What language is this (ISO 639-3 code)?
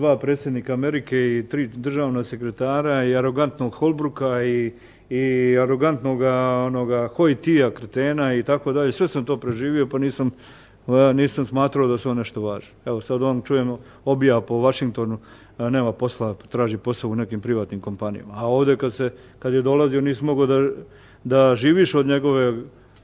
srp